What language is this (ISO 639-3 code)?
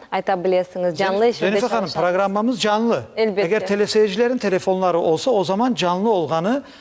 crh